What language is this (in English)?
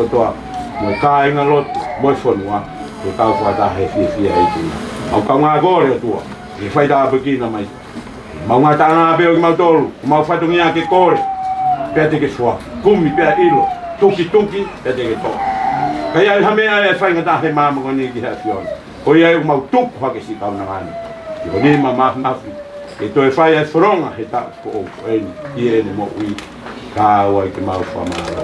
Tongan